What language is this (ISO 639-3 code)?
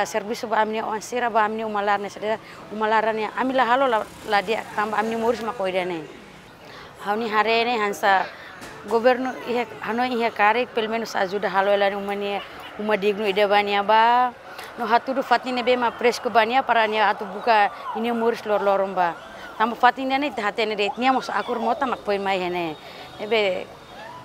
tet